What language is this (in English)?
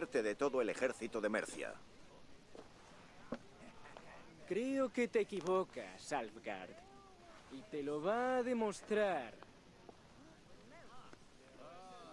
Spanish